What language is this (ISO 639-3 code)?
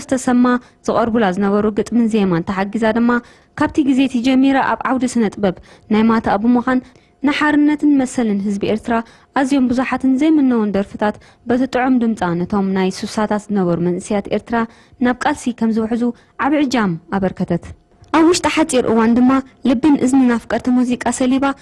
tir